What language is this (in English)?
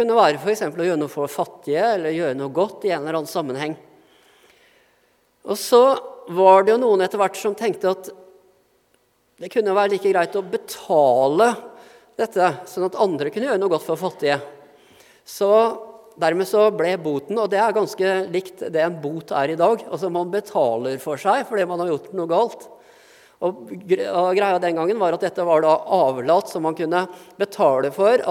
Norwegian